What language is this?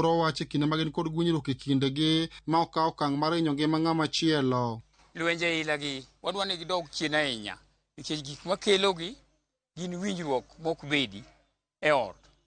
Luo (Kenya and Tanzania)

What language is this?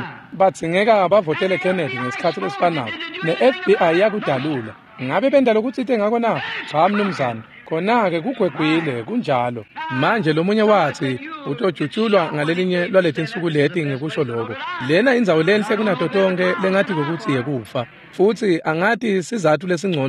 Swati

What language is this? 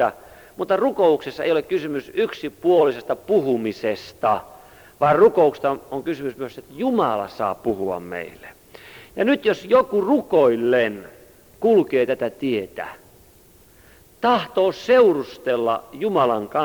Finnish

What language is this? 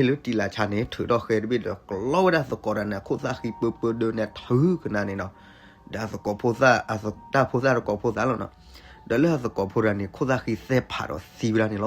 S'gaw Karen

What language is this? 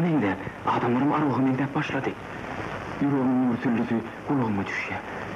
Turkmen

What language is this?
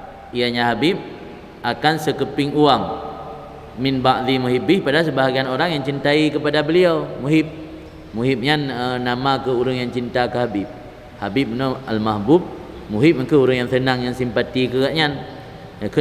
Achinese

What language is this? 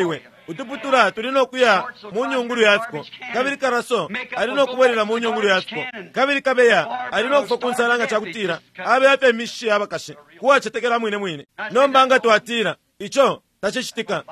Bemba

